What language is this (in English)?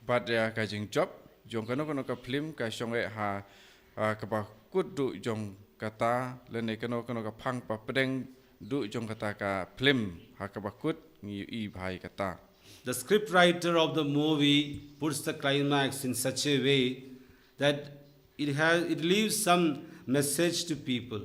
Khasi